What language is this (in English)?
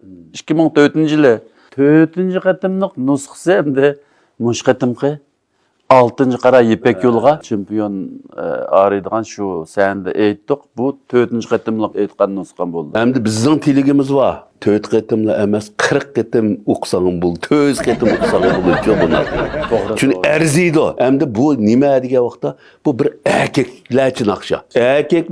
Uyghur